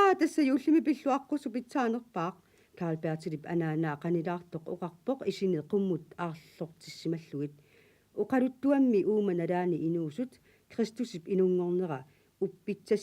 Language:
Kalaallisut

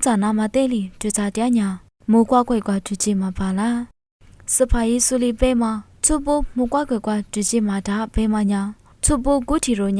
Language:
Lisu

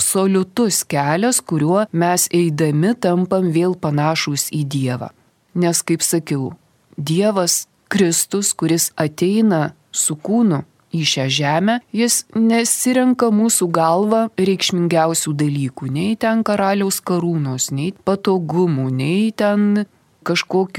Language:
Lithuanian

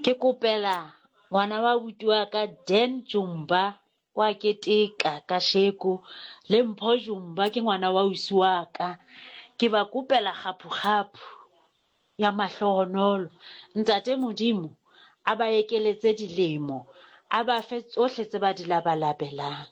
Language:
Southern Sotho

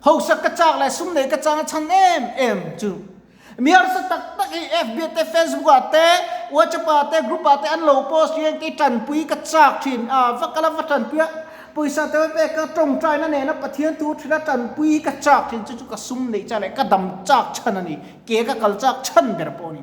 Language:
Mizo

